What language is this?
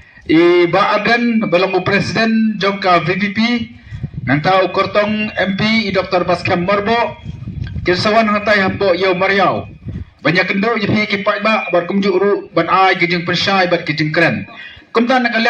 Khasi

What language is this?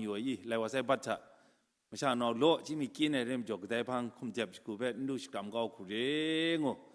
Kachin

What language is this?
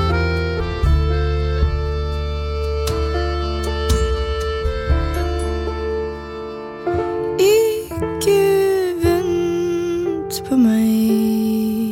Norwegian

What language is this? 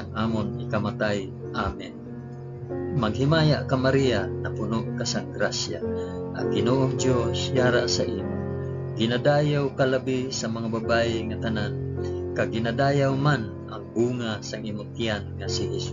Hiligaynon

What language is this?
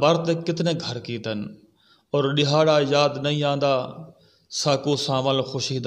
Saraiki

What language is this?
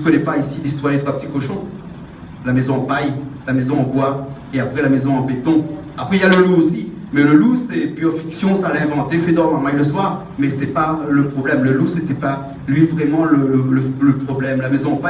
Réunion Creole French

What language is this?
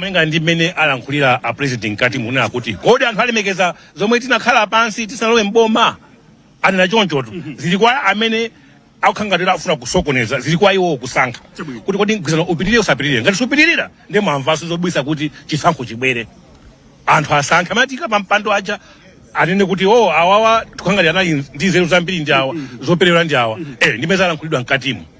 Nyanja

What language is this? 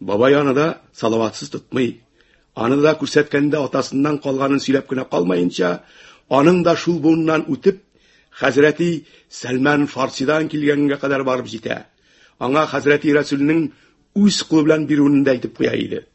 Tatar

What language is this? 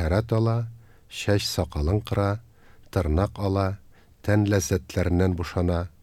Tatar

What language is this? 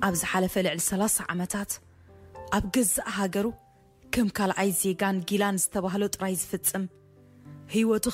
Tigrinya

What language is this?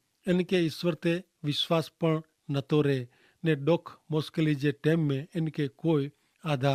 Kachhi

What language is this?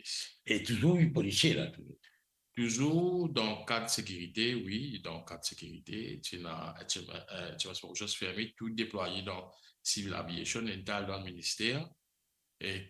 Morisyen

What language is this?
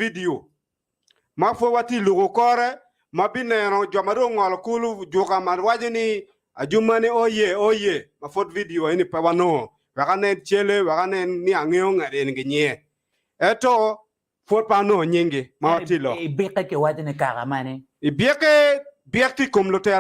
Acoli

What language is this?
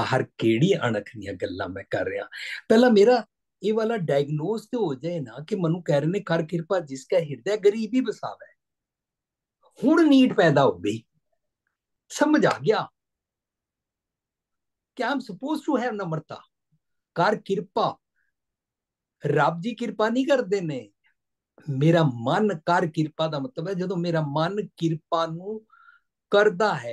Punjabi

